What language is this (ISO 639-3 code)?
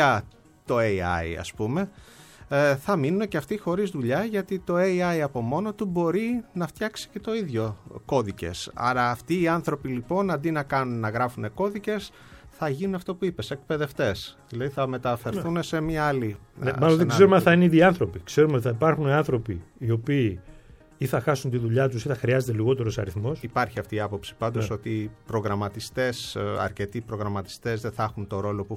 ell